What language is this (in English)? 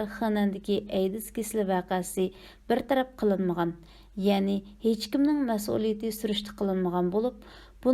Uyghur